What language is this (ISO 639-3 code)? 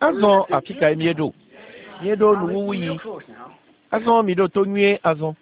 ewe